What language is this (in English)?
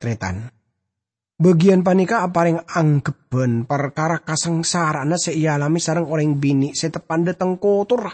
Madurese